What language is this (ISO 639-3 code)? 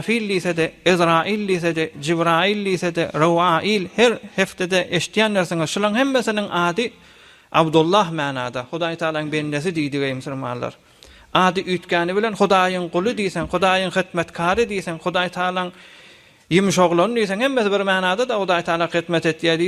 tuk